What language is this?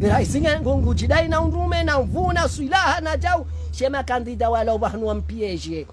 Ngazidja Comorian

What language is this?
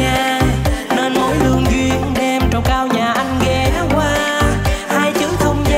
Vietnamese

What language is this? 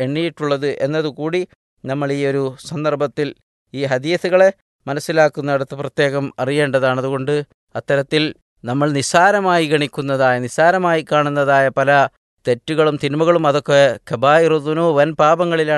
Malayalam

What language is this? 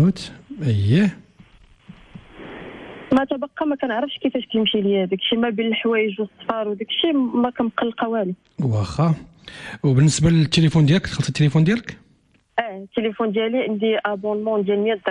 Moroccan Arabic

